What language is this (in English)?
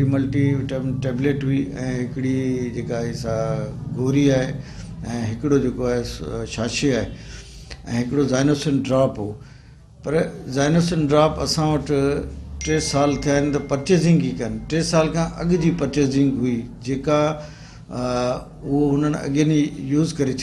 Sindhi